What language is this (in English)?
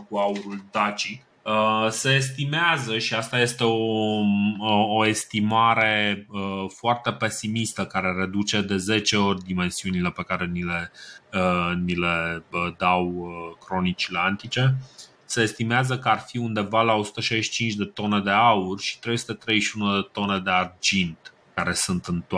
Romanian